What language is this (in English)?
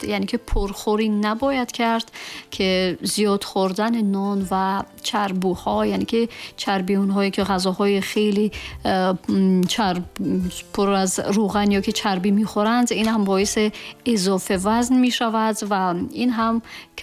Tajik